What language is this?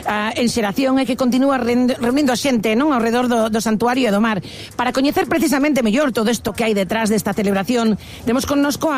Galician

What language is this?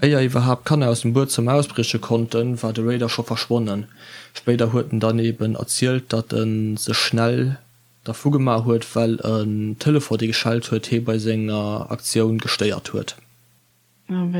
Luxembourgish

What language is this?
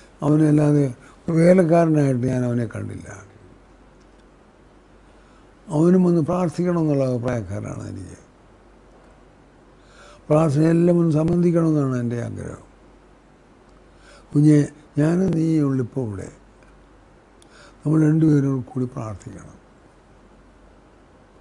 Malayalam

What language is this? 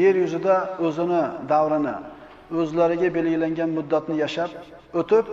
Uzbek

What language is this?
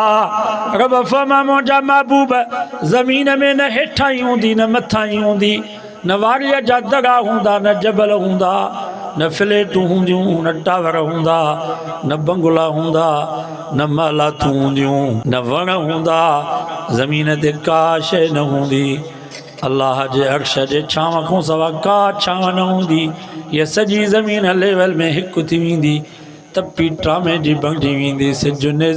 Sindhi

